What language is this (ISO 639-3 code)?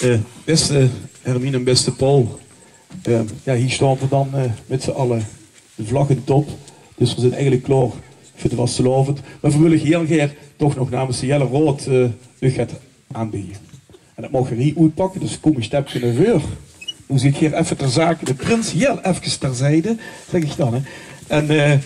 lim